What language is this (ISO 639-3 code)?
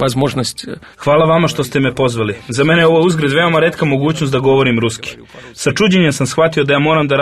srp